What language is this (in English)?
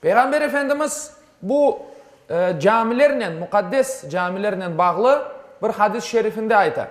Crimean Tatar